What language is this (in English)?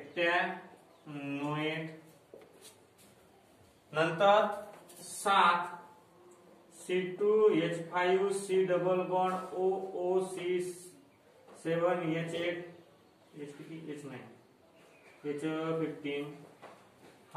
Marathi